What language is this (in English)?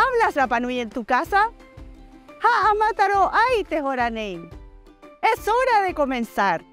Rapanui